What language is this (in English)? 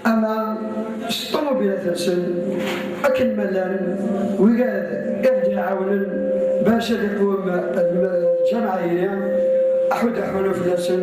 Kabyle